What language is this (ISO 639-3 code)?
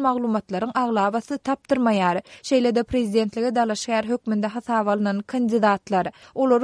tuk